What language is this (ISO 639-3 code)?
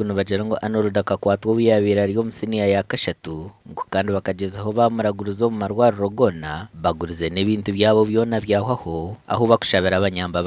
nyn